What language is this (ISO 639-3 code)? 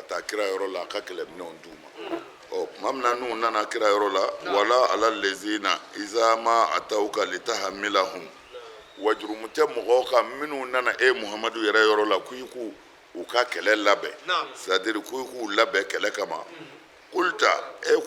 bam